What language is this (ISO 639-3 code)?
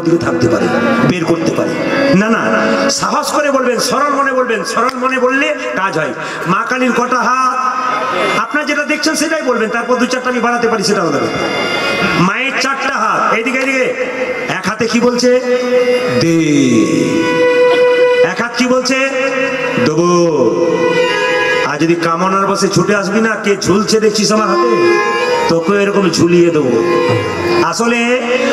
ben